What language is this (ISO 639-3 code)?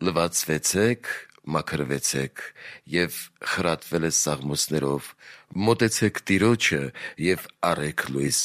hye